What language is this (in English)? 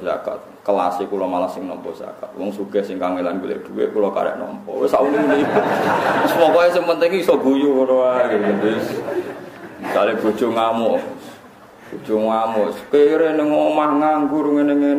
Javanese